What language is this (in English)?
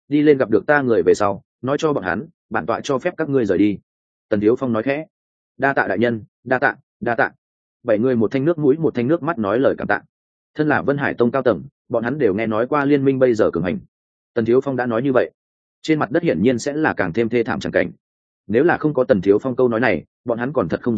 Vietnamese